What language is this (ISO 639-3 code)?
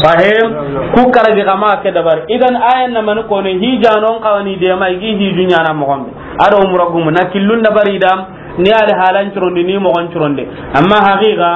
snk